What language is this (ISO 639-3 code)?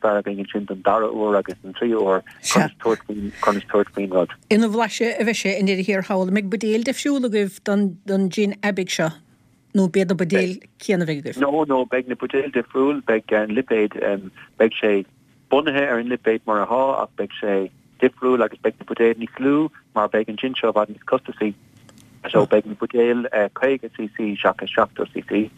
gle